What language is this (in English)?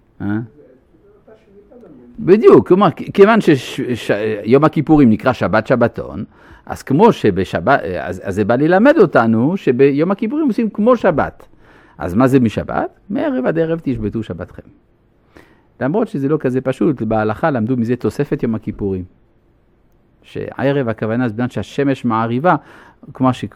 Hebrew